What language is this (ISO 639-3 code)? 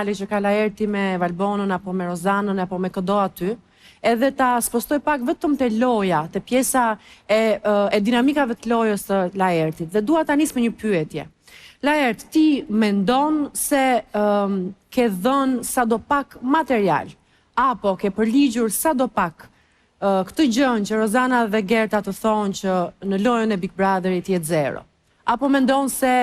sqi